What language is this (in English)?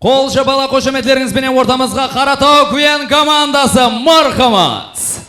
Kara-Kalpak